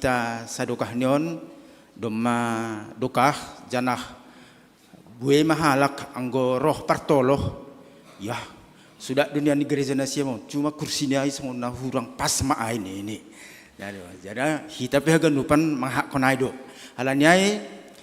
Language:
Batak Simalungun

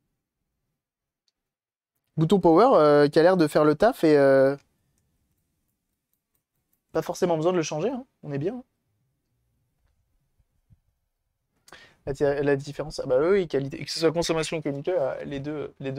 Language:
French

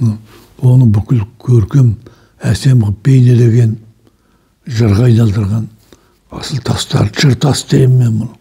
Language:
Kazakh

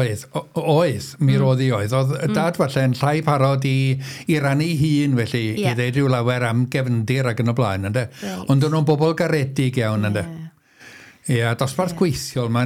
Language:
Welsh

